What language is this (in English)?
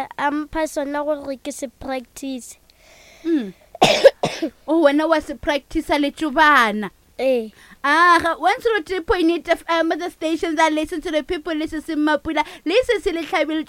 Northern Sotho